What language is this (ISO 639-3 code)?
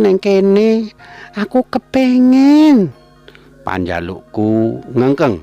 jav